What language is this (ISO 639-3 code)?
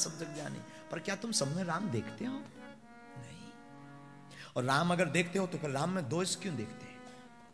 hin